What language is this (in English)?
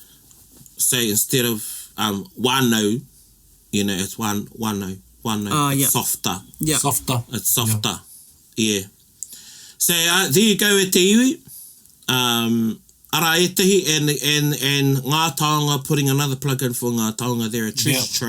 Māori